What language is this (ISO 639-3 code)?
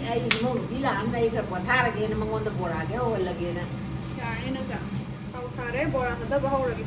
mni